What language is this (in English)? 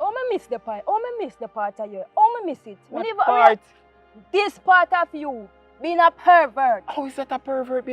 Jamaican Creole English